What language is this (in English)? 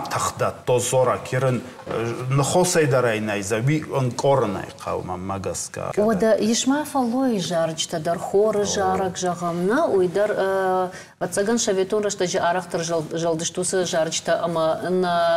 Ossetic